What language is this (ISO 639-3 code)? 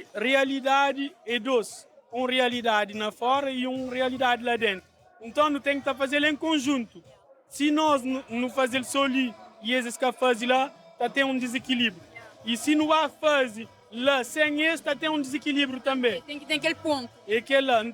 kea